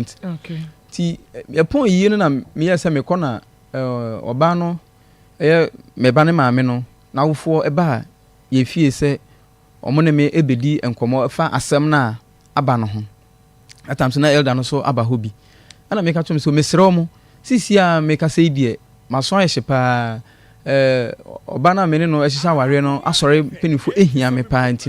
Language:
Akan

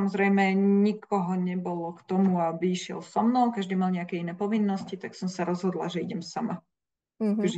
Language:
Slovak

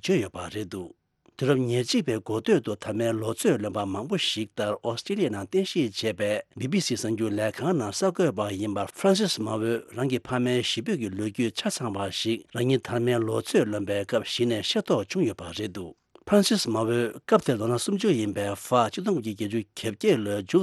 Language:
Tibetan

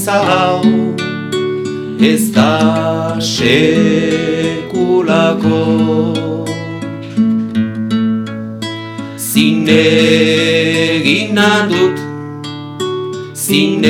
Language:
Basque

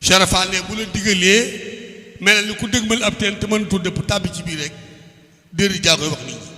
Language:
Wolof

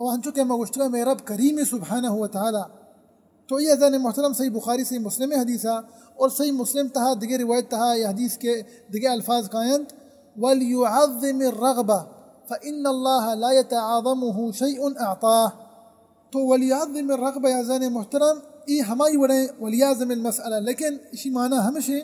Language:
Baluchi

